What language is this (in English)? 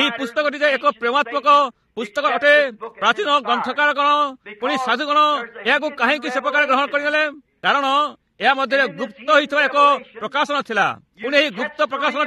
Odia